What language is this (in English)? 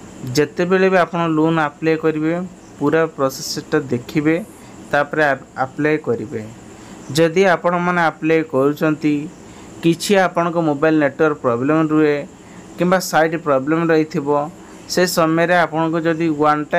Odia